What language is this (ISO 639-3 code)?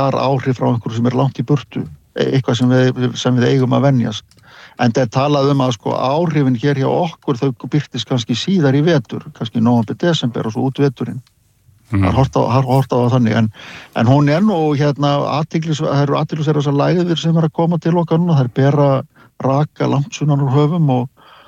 isl